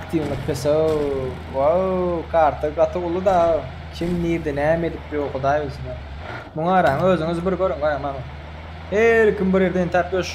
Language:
Turkmen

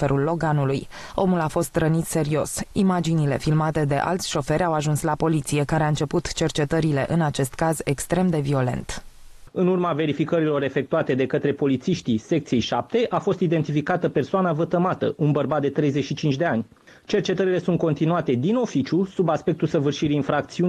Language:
Romanian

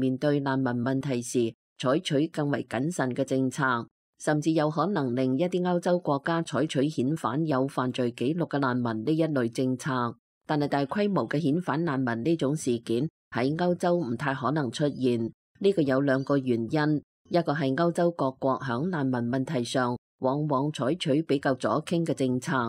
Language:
Cantonese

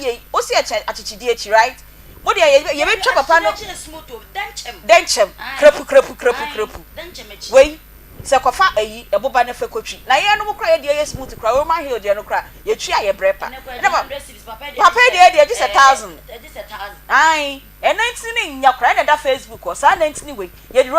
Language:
Akan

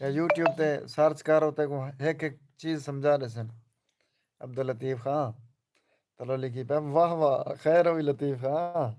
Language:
Saraiki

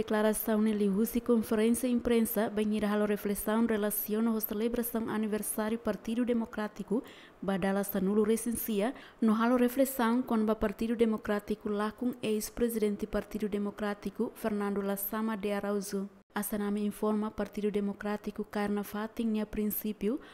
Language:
Tetum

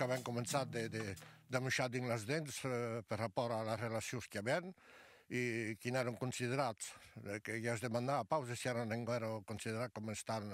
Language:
Occitan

